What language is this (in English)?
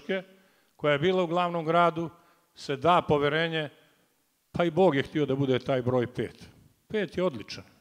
Serbian